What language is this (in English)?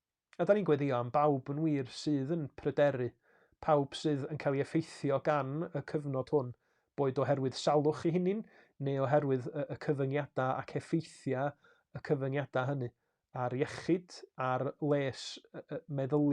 Welsh